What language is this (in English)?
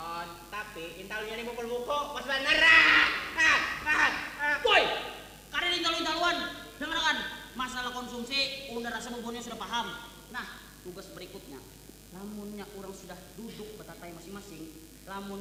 Banjar